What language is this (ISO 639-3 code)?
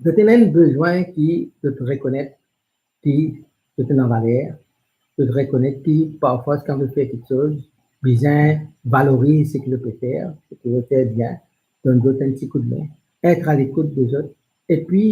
mfe